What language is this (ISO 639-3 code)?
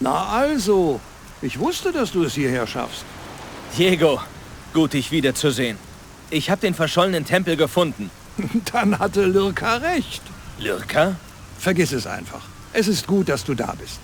bar